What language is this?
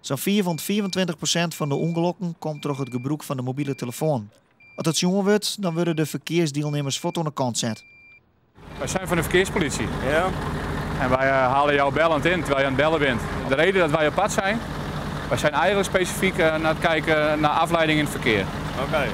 Western Frisian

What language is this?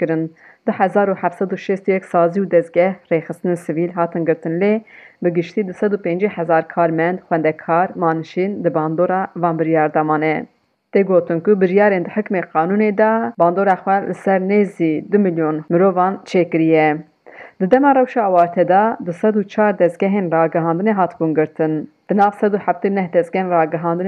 Kurdish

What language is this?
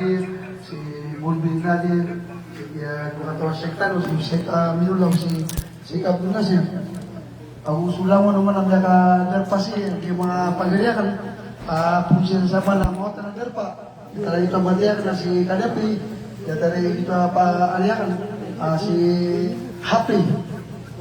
Maranao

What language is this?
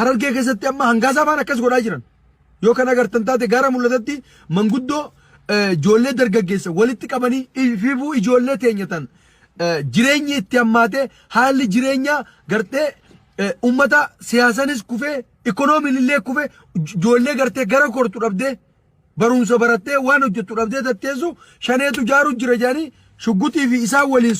Oromo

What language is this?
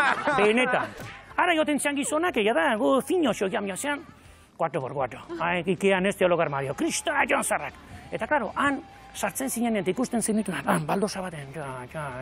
Basque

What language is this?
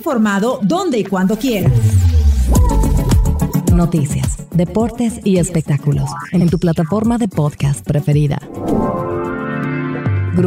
Spanish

